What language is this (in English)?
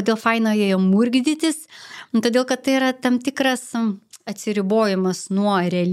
Lithuanian